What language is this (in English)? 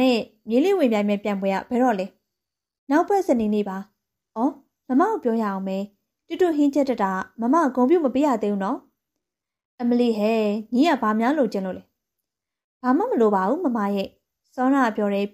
Burmese